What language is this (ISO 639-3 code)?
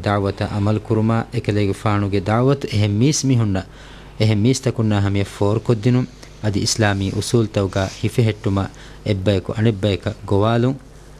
div